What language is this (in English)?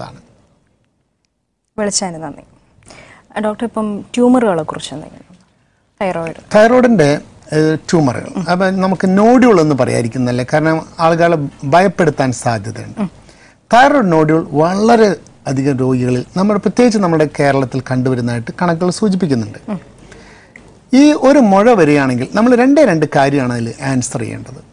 Malayalam